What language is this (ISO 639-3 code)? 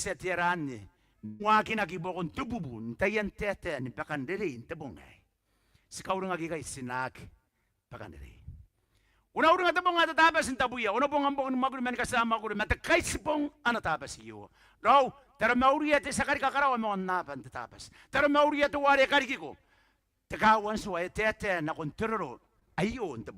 gil